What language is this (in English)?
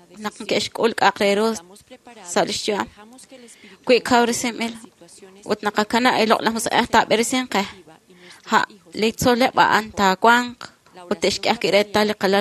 Kekchí